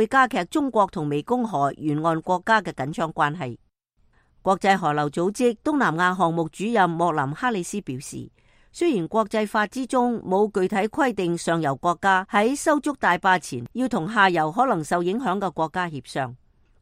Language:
Cantonese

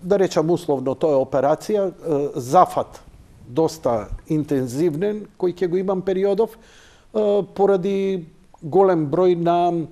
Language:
Macedonian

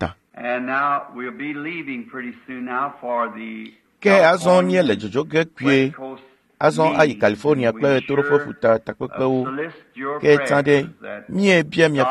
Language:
Ewe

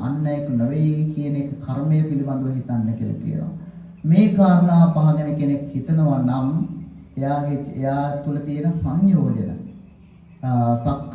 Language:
Sinhala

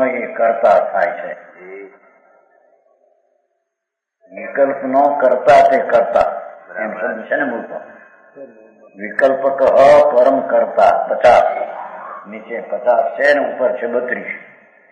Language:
Gujarati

